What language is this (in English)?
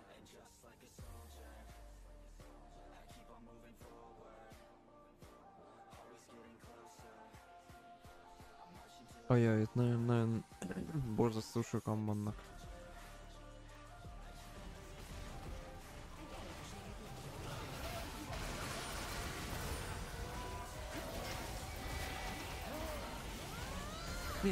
Hungarian